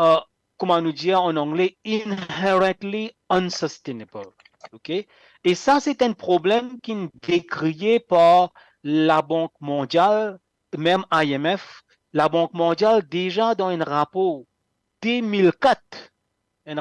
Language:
Morisyen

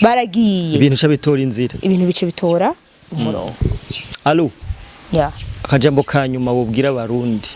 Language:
Rundi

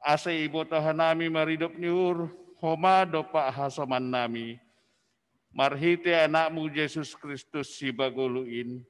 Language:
Batak Simalungun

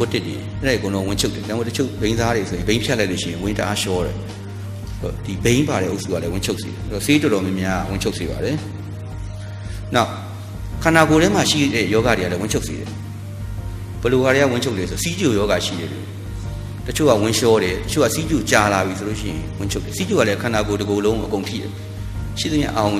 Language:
Burmese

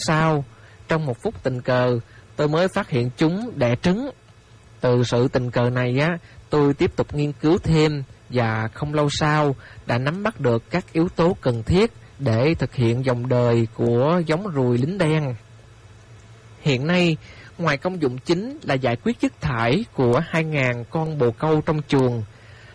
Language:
Vietnamese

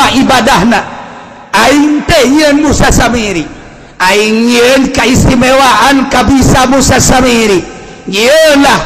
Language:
Sundanese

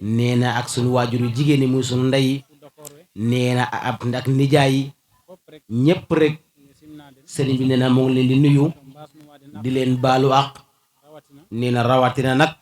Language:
Wolof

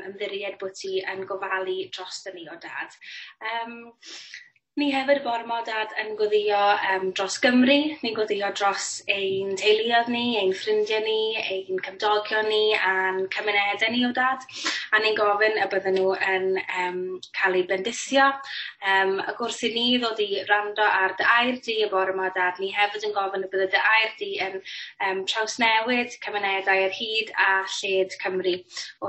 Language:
Welsh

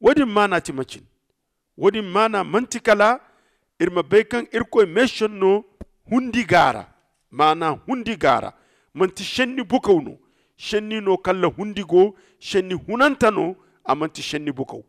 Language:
Zarma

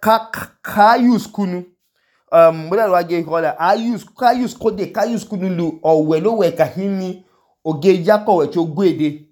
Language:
Idoma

